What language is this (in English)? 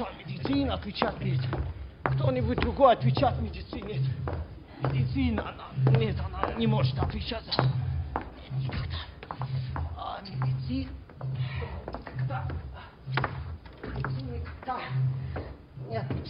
Russian